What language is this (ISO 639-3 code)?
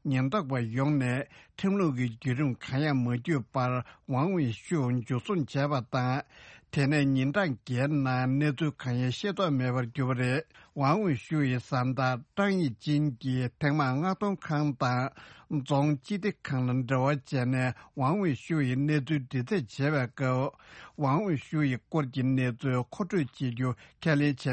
bod